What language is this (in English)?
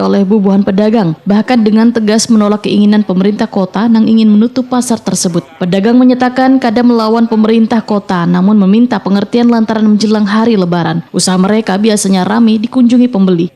Banjar